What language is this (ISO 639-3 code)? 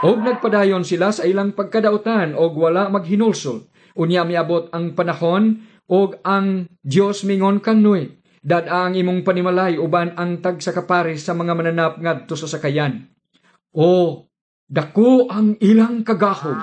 ceb